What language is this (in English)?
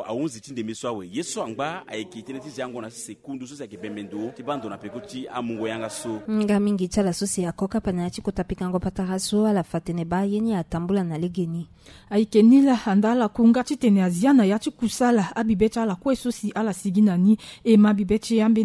Sango